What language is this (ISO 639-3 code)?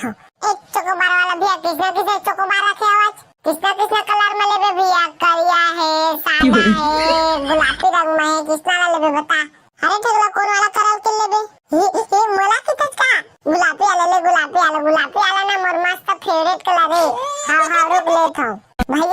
hne